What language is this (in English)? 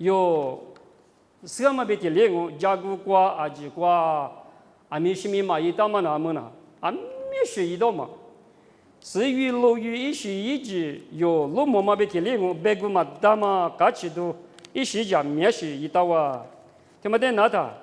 Lisu